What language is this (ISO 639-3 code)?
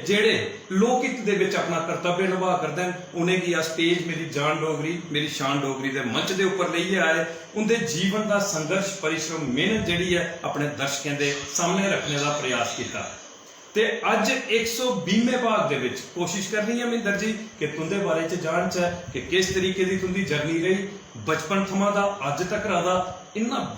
doi